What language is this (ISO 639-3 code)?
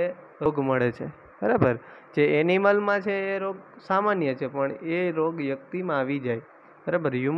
guj